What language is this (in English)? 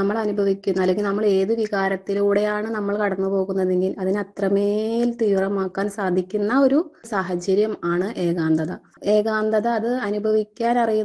Malayalam